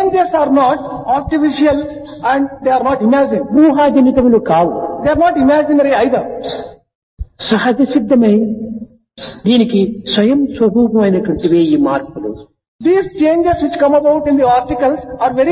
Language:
Telugu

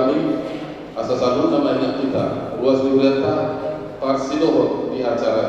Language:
Batak Toba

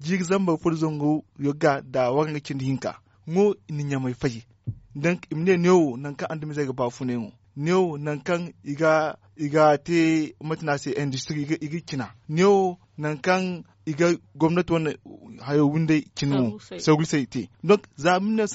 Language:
Zarma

